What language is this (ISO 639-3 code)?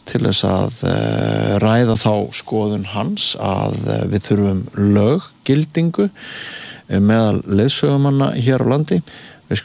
isl